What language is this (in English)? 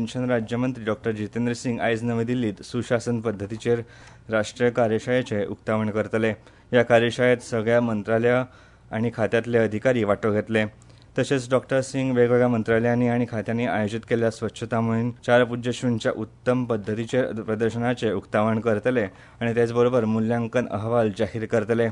Konkani